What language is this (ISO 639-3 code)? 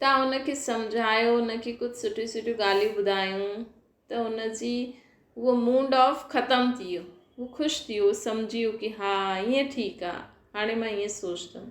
snd